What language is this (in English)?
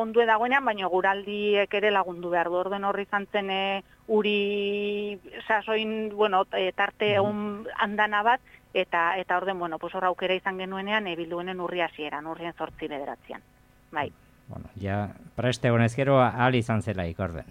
Basque